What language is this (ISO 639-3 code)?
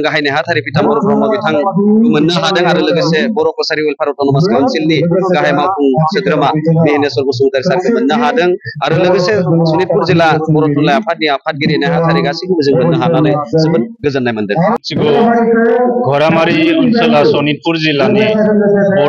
brx